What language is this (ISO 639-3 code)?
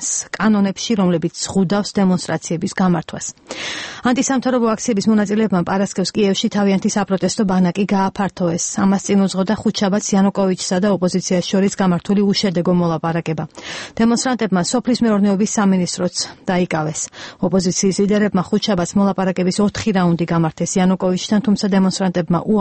kat